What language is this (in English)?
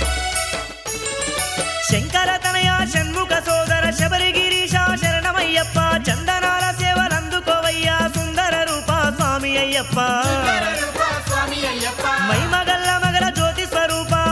Telugu